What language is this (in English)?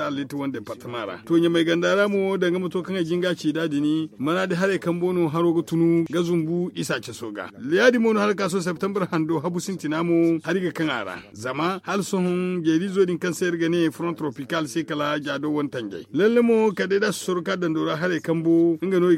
Zarma